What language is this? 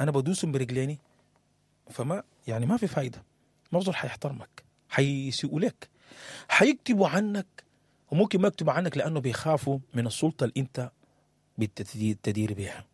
Sudanese Arabic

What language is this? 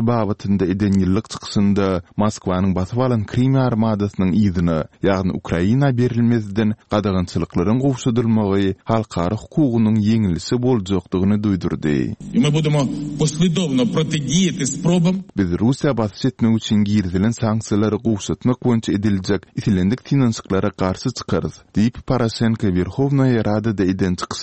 Turkmen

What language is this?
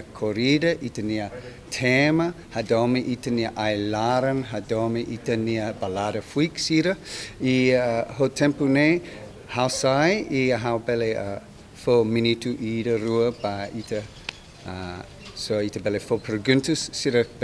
Tetum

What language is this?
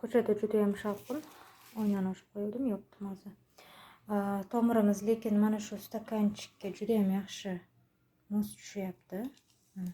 Uzbek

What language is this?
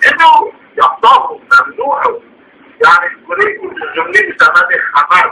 Zaza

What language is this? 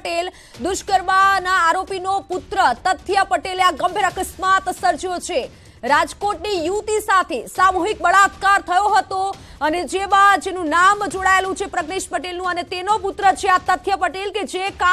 Gujarati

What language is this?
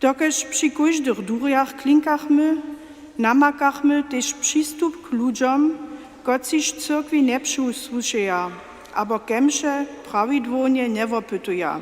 Upper Sorbian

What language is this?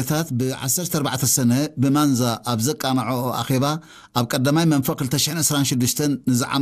Tigrinya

